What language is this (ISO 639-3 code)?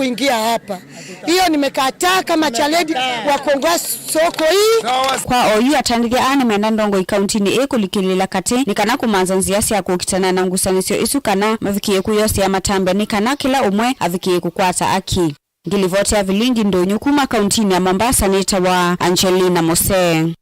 kam